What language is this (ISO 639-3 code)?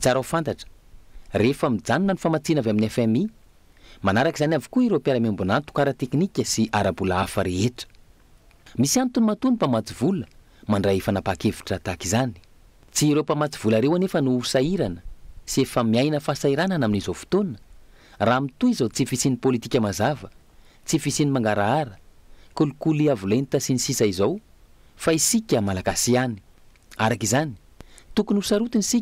mlg